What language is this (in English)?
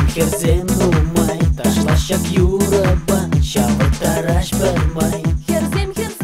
Chuvash